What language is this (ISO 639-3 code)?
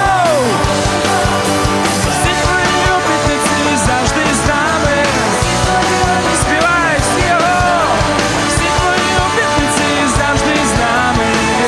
ukr